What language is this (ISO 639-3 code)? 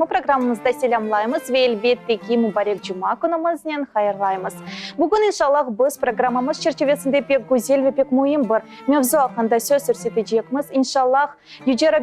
crh